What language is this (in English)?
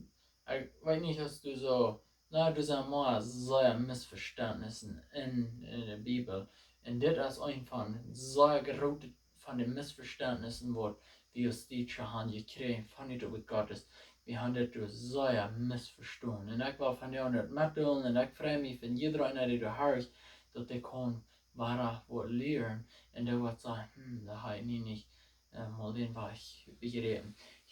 Plautdietsch